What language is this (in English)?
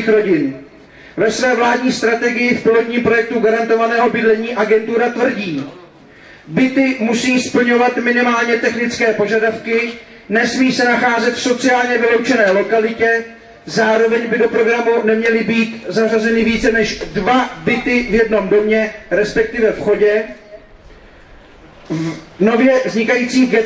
Czech